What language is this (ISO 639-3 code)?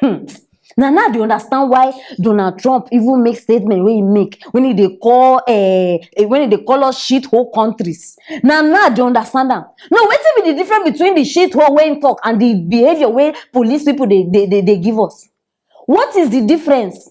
pcm